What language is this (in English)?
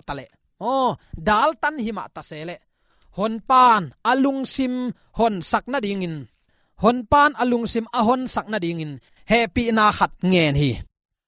Tedim Chin